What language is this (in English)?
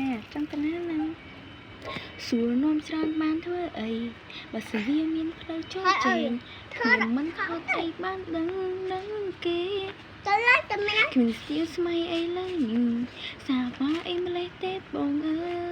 Khmer